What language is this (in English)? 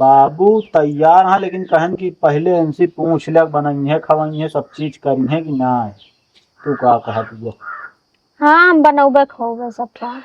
Awadhi